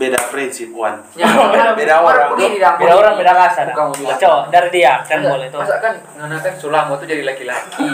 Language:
Manado Malay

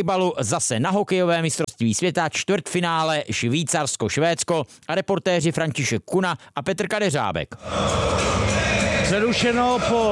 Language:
Czech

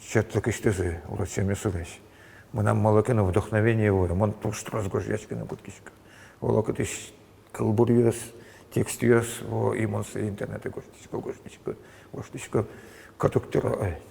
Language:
Udmurt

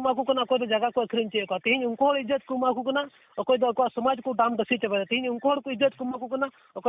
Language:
Santali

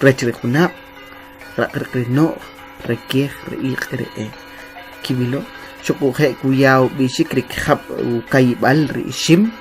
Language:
Kʼicheʼ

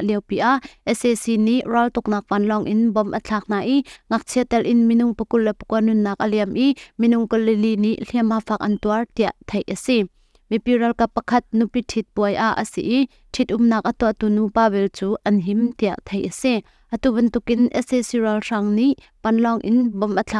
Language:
Hakha Chin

